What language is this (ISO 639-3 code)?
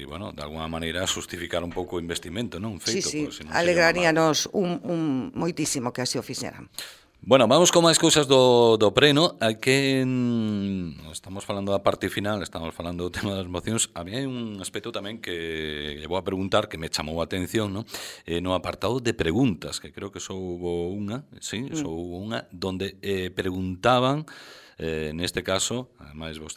glg